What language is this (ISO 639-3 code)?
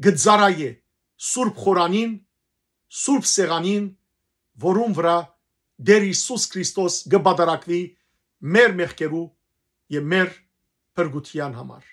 hyw